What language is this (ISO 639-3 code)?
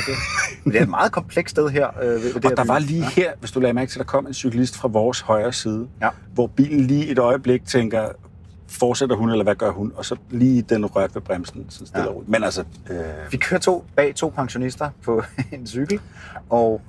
dan